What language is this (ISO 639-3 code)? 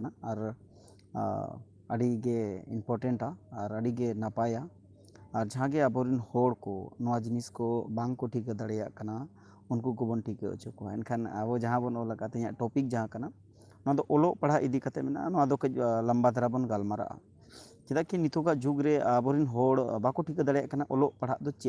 sat